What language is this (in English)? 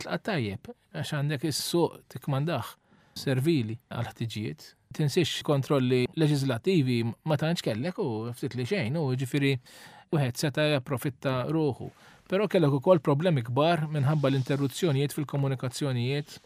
Maltese